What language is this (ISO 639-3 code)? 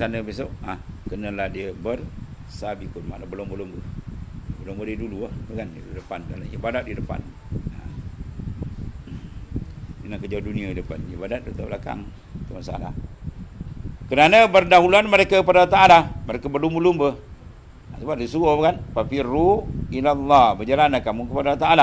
msa